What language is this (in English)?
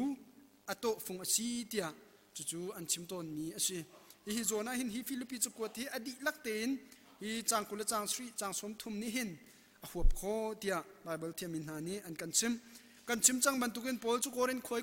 Hakha Chin